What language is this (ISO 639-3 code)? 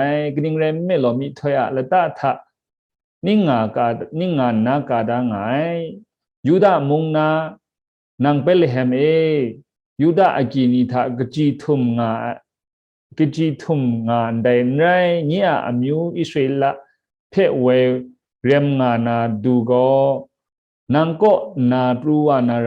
kac